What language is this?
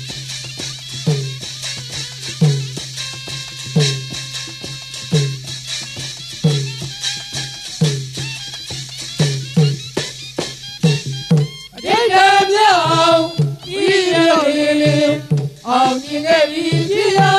Burmese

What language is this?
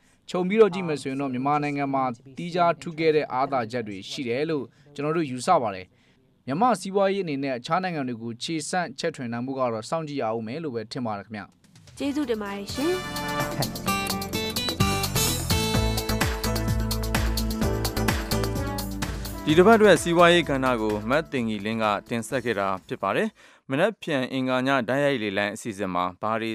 Burmese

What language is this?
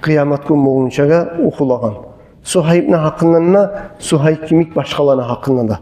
Kumyk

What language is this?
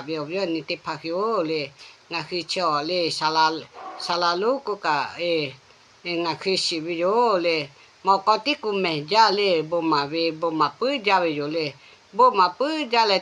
Lahu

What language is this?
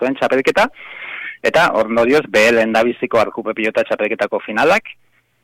Basque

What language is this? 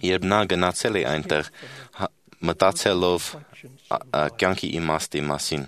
Armenian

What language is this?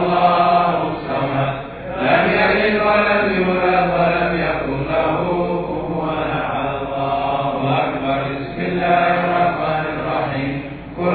Arabic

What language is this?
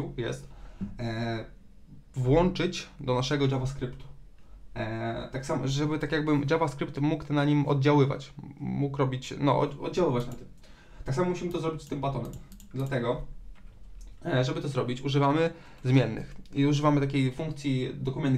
Polish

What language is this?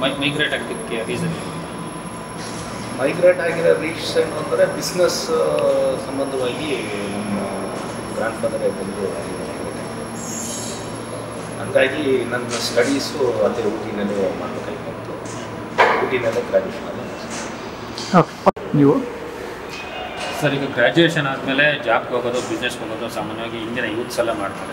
Kannada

